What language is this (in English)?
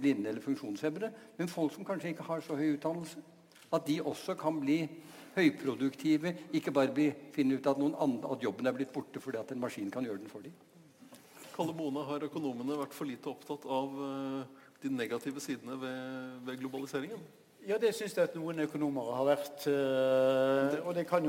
Norwegian